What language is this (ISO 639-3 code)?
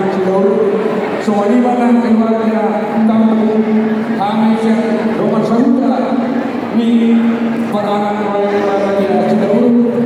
bbc